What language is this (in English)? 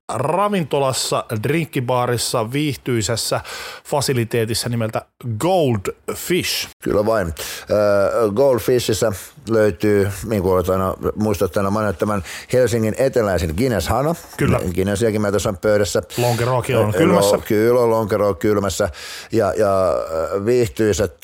Finnish